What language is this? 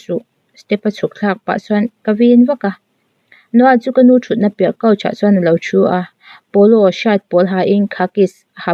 Mizo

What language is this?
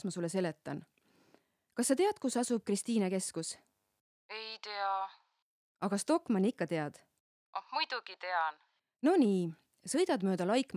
Estonian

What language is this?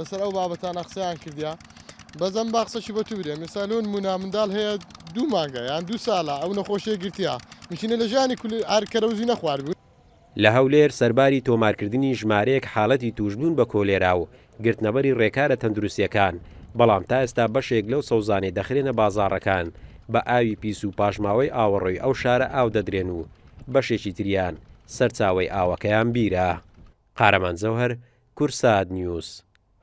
Central Kurdish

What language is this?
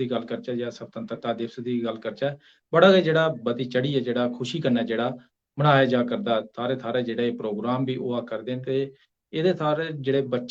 Dogri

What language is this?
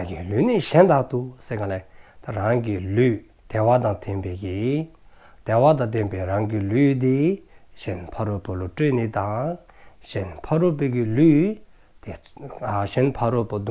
Dzongkha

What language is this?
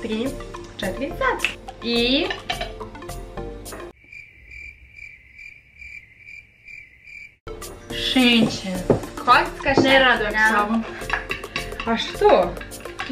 Croatian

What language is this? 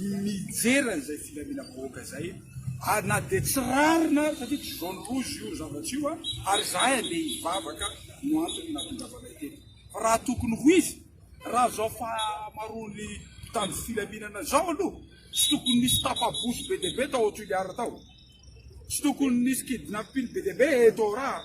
Malagasy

